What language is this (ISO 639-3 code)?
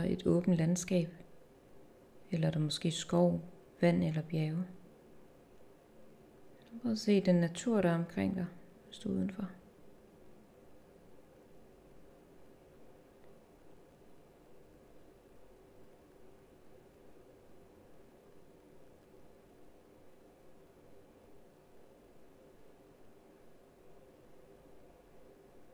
dan